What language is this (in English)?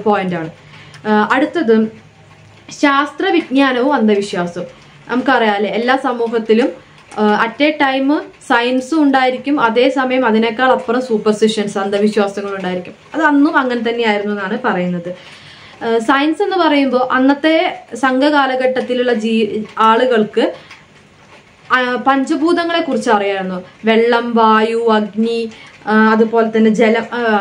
Malayalam